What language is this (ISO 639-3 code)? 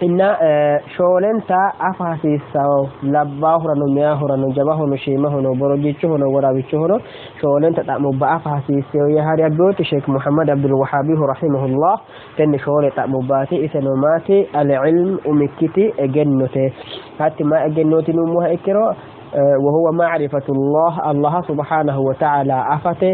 sid